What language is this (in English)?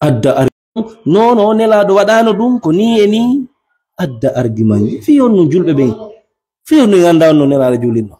Fula